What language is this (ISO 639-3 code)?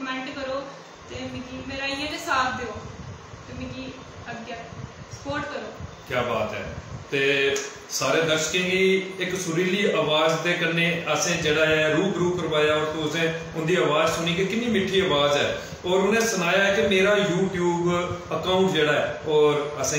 doi